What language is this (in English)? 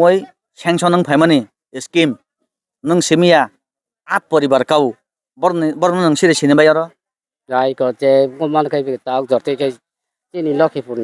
Kok Borok